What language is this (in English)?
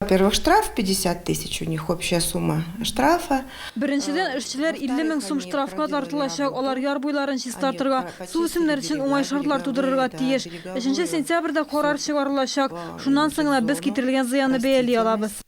Tatar